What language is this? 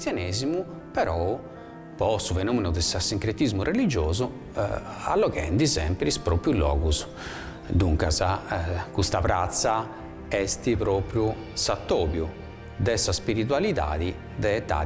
Sardinian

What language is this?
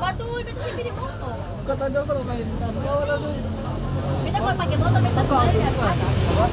Ambonese Malay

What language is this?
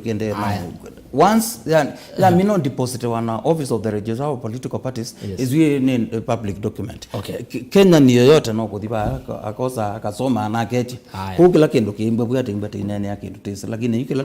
Kamba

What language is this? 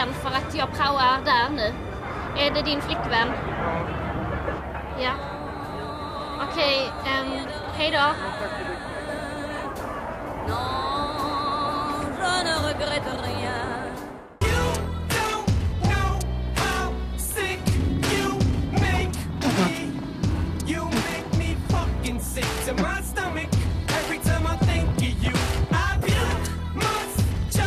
Swedish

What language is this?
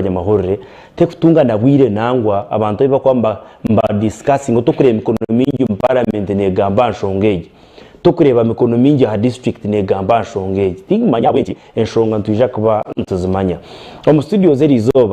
Nyankole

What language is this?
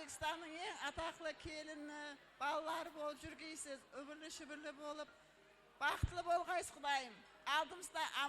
Kara-Kalpak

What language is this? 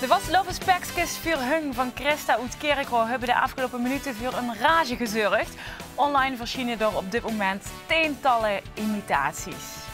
Limburgish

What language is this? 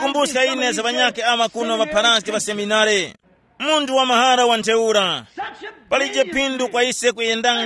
Tumbuka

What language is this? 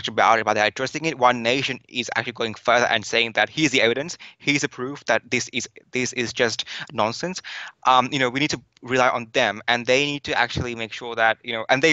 English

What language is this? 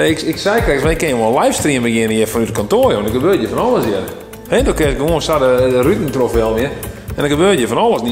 Western Frisian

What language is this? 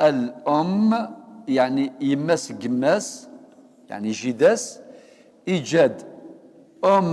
Kabyle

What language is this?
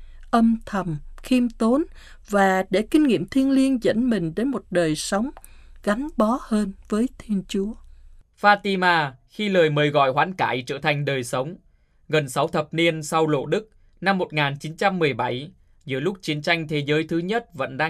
Vietnamese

